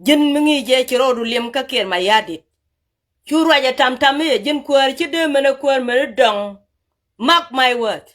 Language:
Nuer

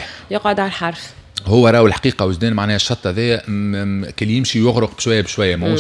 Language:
Tunisian Arabic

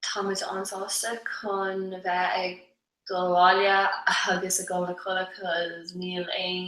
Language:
Irish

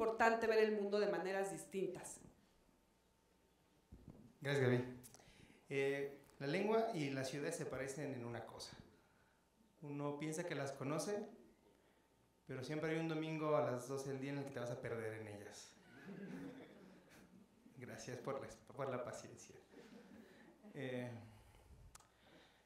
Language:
Spanish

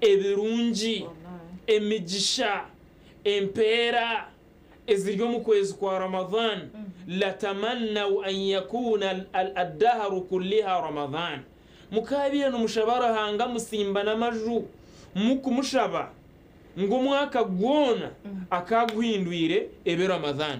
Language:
Nyankole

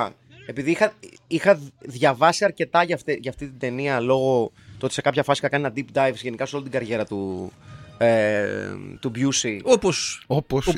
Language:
Greek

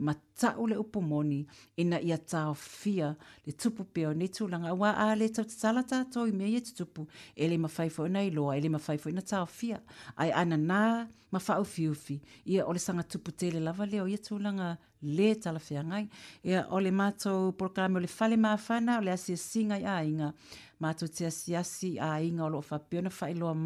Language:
Samoan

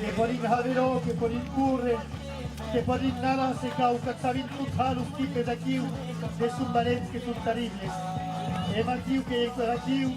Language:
Occitan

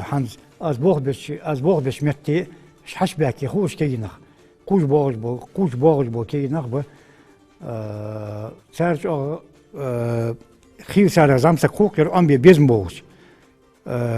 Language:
Ingush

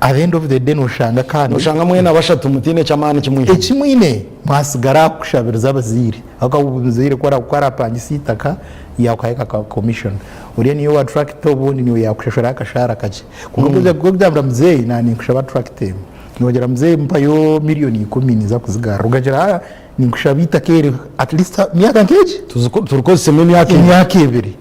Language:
Nyankole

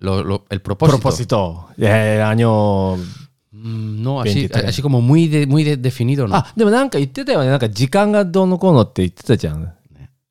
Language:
Japanese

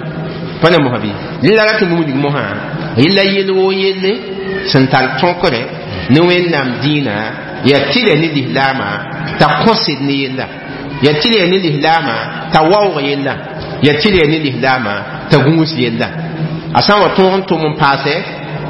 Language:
Mossi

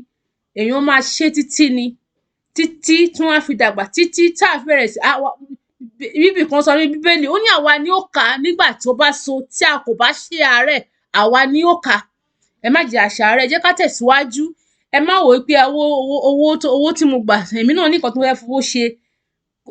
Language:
Yoruba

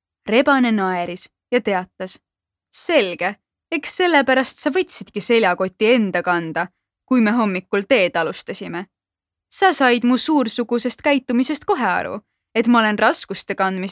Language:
Estonian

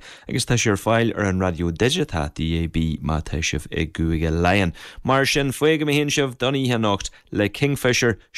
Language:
Irish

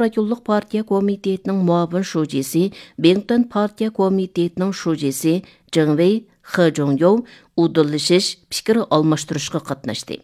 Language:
Uyghur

